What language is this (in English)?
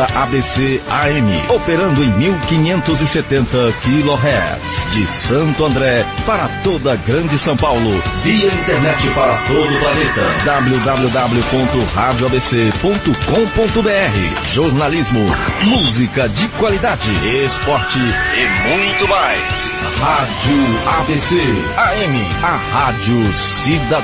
Portuguese